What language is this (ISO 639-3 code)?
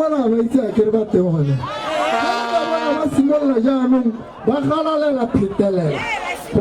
tsn